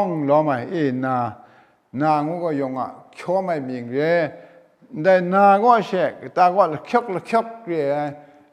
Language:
Kachin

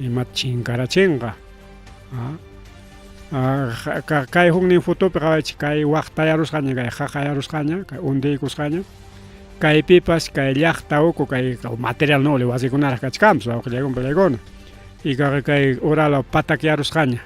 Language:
Ayacucho Quechua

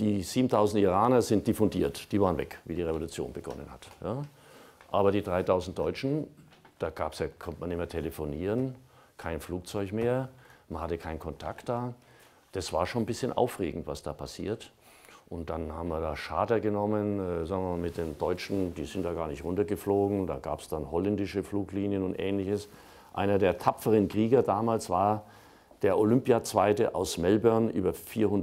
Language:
German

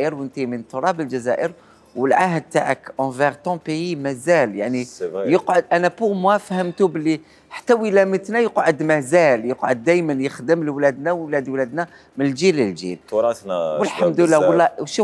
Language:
Algerian Arabic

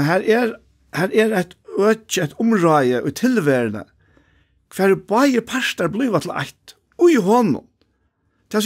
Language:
Faroese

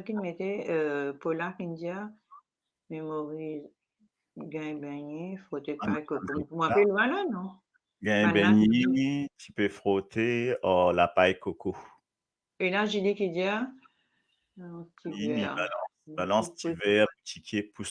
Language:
Morisyen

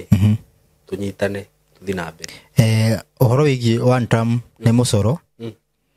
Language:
Kikuyu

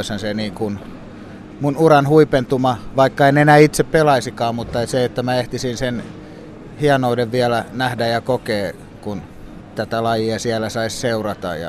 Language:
Finnish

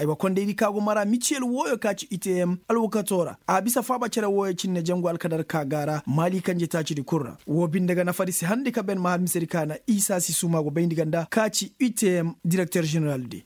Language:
Koyraboro Senni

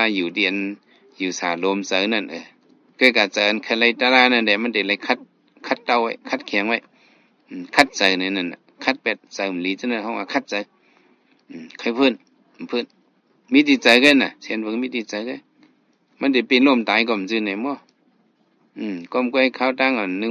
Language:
Shan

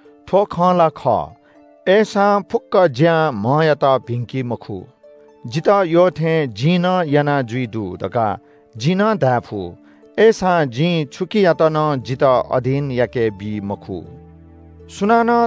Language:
Newari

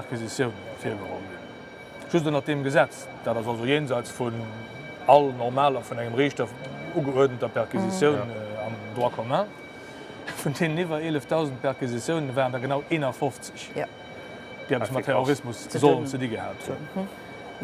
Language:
Luxembourgish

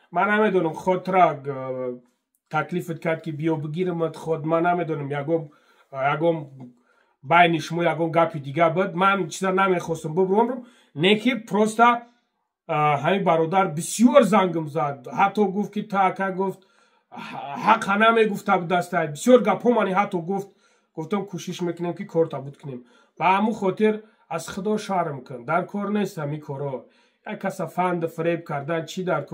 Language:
Tajik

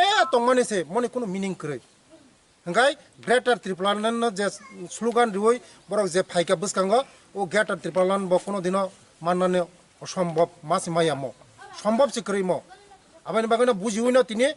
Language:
Kok Borok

